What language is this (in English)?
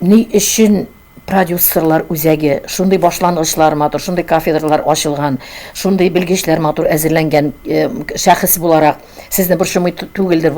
Tatar